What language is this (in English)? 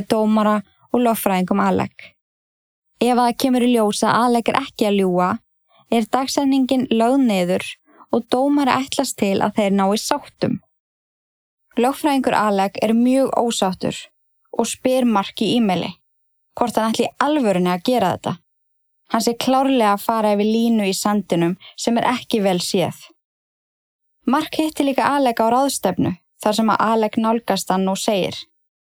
Icelandic